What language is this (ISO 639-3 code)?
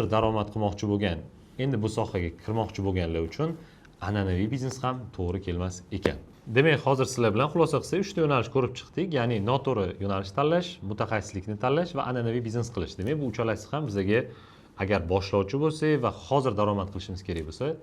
uzb